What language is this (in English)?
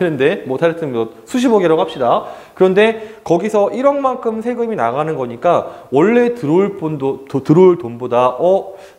Korean